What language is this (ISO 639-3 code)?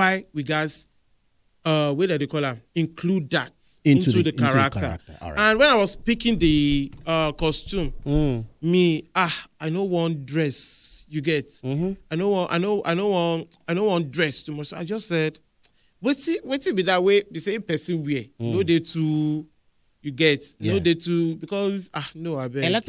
pcm